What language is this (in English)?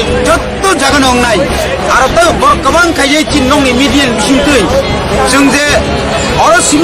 Kok Borok